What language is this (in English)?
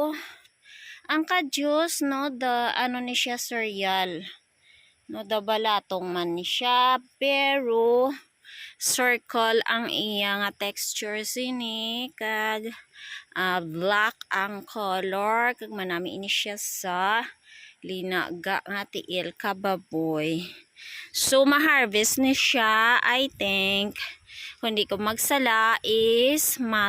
Hiligaynon